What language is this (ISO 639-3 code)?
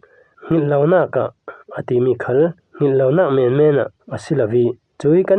cfm